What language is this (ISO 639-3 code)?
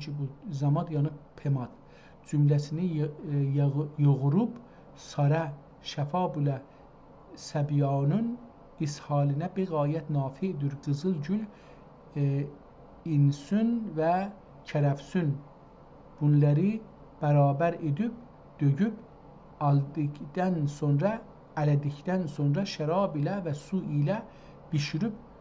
azb